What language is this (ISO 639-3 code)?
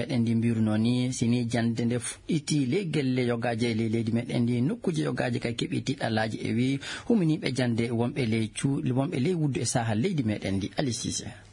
ful